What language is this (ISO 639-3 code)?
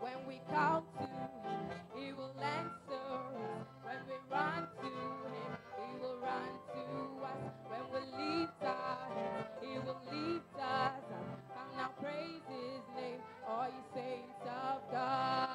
ewe